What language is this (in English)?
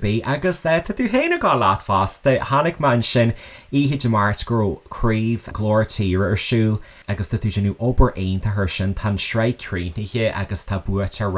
Irish